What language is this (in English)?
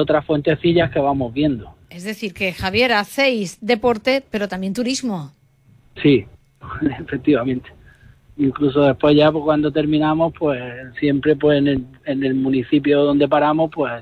Spanish